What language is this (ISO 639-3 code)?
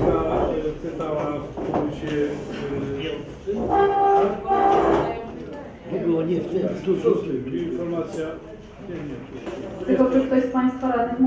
pol